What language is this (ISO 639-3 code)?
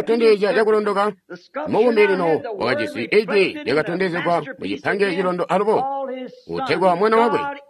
toi